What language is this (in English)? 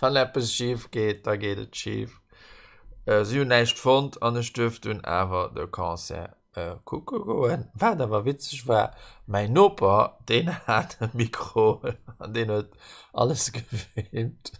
Luxembourgish